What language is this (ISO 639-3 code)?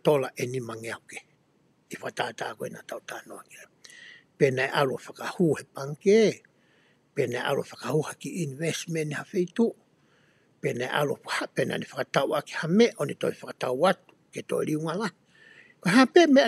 ton